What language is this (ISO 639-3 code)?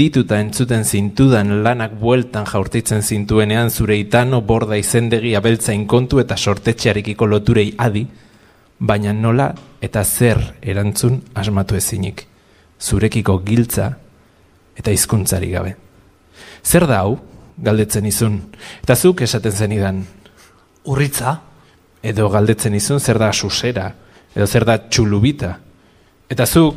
eus